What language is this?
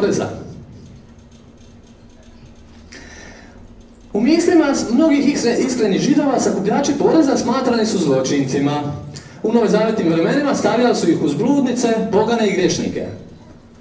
Croatian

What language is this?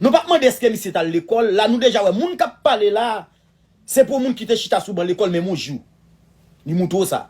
Haitian Creole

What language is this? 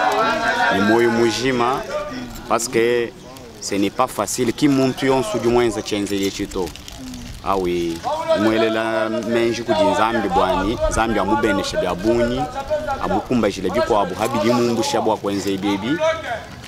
Luba-Lulua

